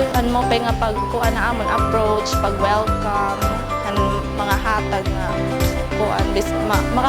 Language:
Waray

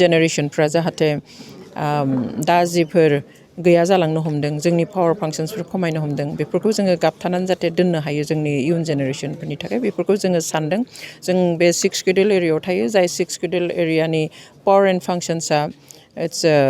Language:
Bodo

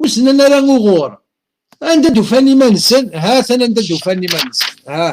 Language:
Kabyle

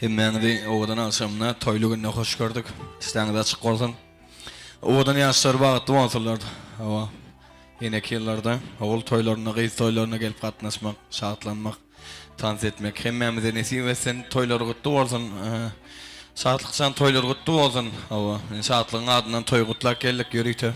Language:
Turkmen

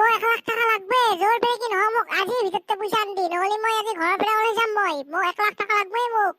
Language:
Assamese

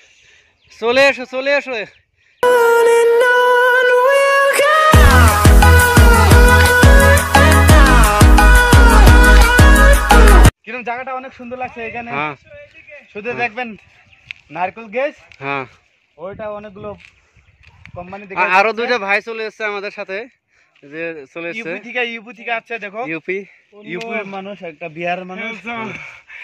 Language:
Bangla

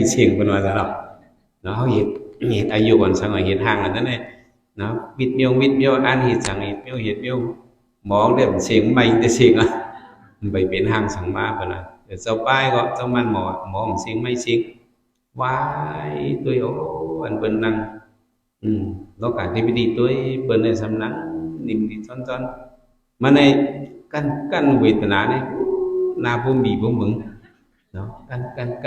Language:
Shan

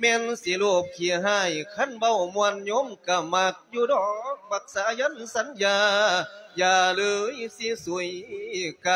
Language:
Lao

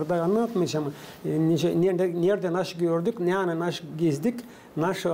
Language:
Gagauz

